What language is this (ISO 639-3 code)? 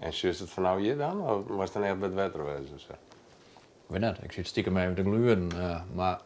fry